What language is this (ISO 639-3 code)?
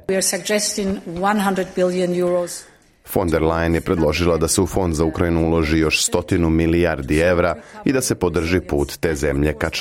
srp